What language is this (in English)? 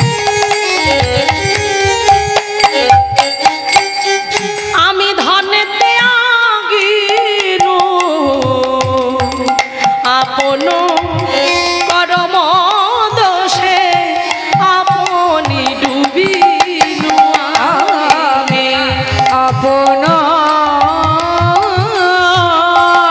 Bangla